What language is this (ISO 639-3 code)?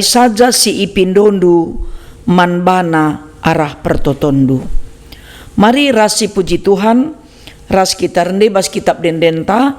btx